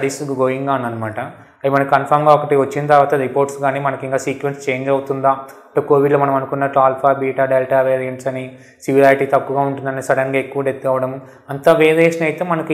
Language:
Telugu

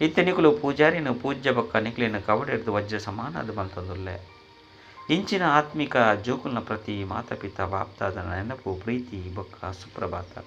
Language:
Tulu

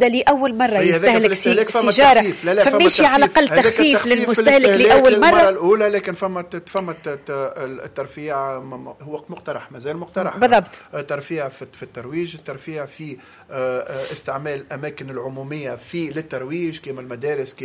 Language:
Tunisian Arabic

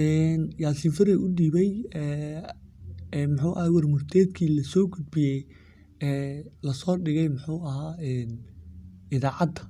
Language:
Somali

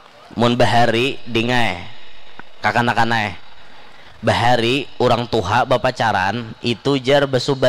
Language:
Banjar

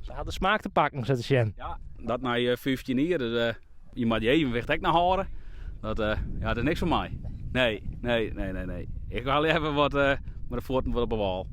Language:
Western Frisian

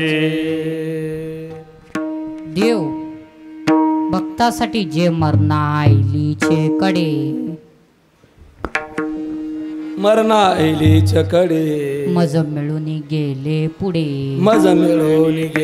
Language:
Marathi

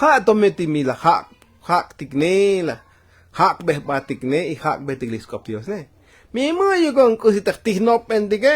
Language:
Tzotzil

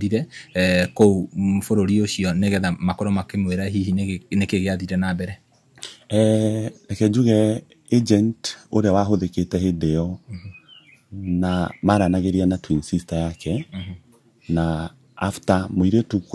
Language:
Kikuyu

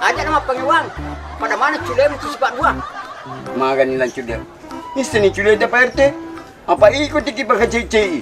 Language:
Buginese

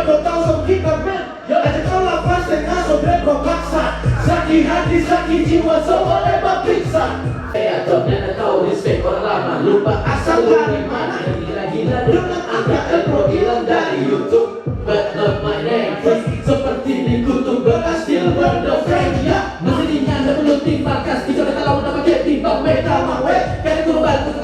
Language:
Manado Malay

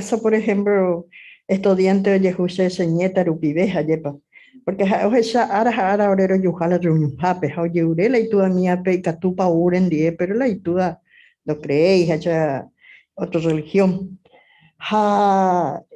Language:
Guarani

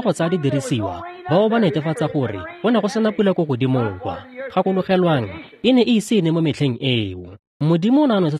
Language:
Tswana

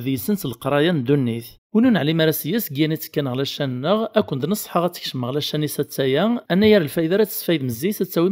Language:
Kabyle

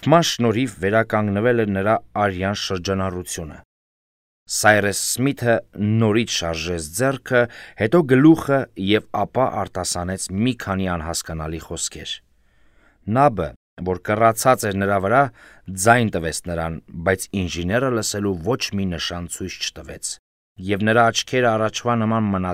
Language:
Armenian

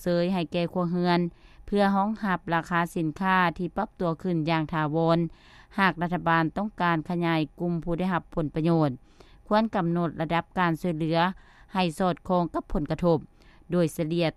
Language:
Lao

